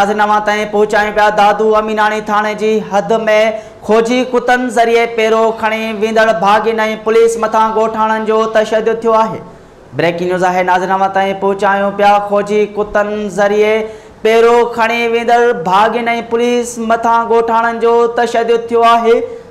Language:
Sindhi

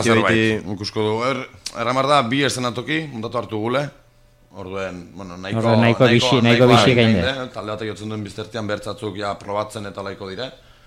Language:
Basque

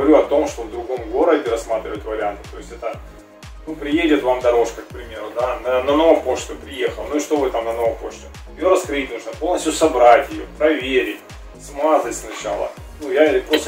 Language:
Russian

